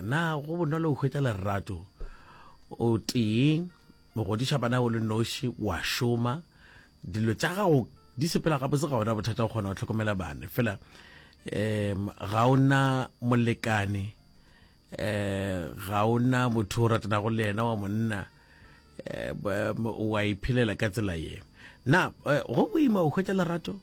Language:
Northern Sotho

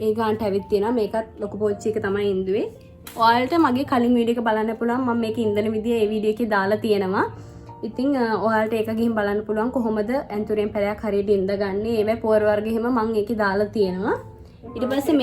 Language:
Sinhala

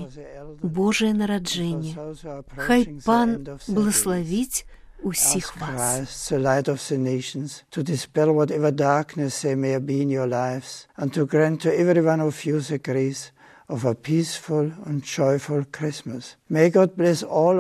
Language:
Belarusian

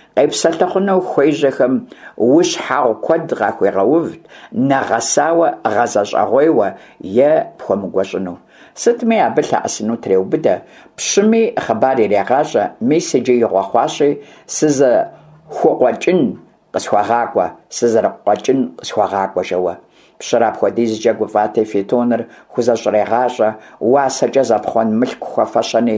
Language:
Kabardian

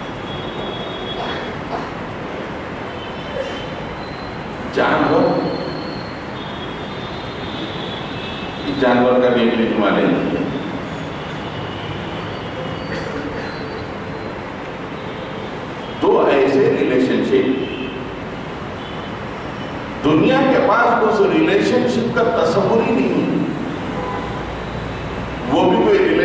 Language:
Urdu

